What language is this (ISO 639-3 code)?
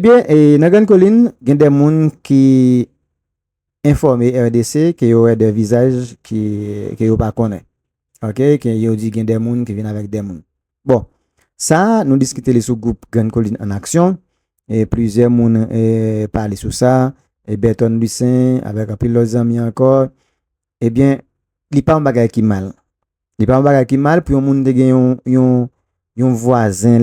hat